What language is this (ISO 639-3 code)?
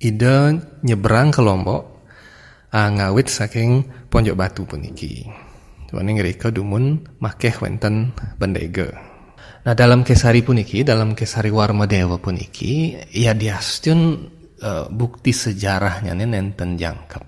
ban